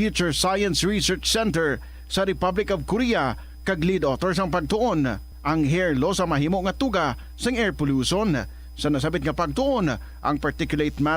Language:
Hiligaynon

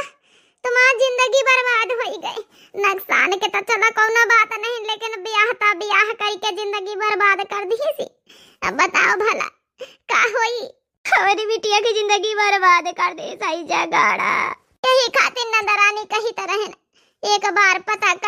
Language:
Awadhi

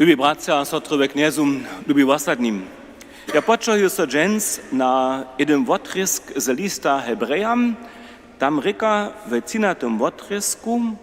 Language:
Upper Sorbian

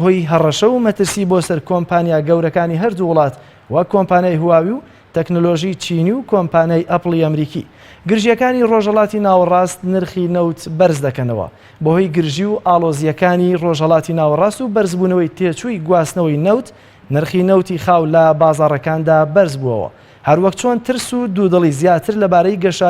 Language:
Central Kurdish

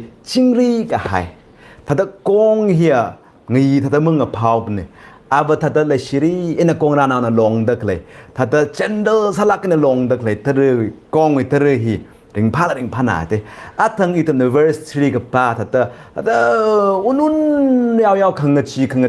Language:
Tangkhul Naga (India)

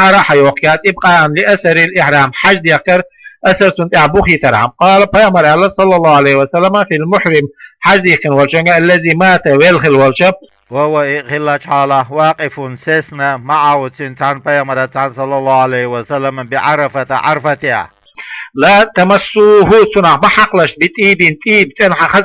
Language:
Chechen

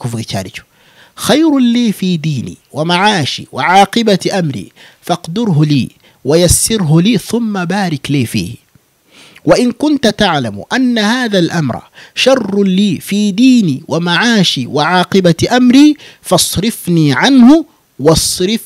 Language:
Kinyarwanda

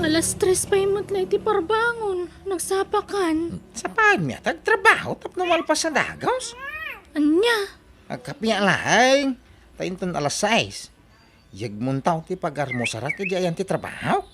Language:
Iloko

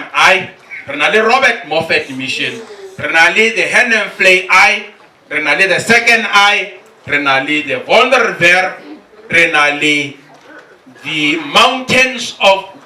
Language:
Tswana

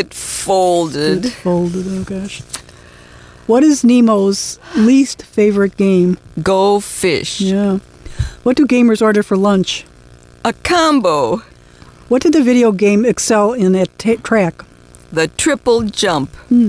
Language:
English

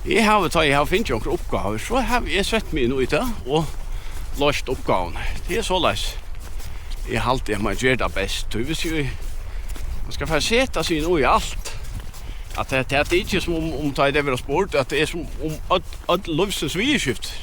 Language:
Faroese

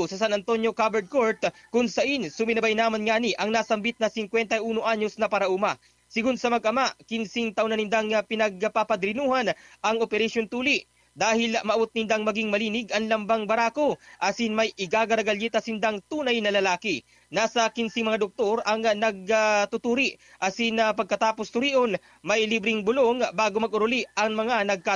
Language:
Bikol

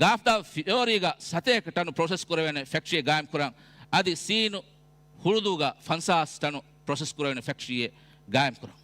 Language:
Divehi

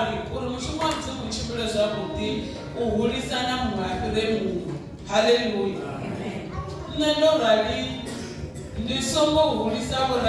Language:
Venda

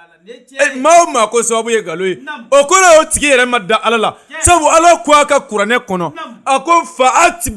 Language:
Bambara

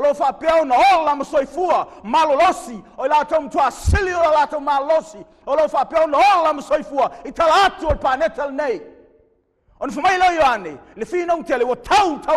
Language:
Samoan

